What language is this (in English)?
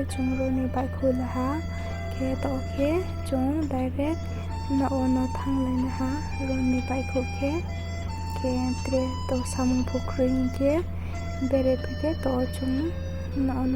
Riang (India)